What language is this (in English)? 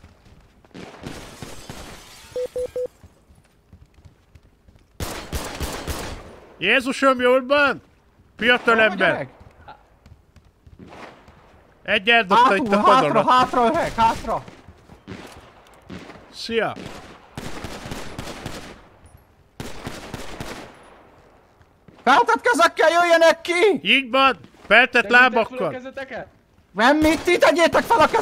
Hungarian